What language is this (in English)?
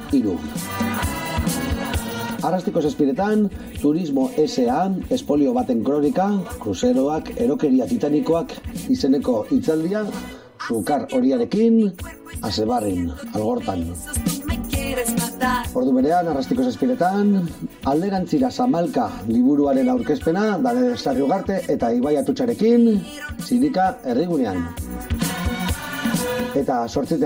Basque